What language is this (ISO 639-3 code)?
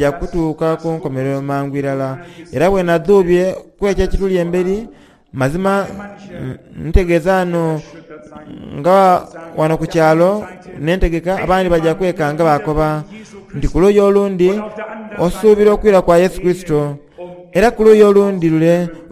xog